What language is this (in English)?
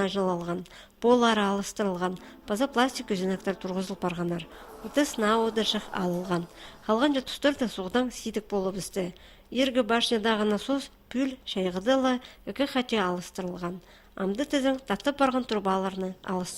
Khakas